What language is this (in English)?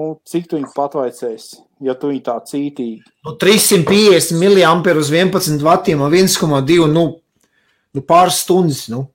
Latvian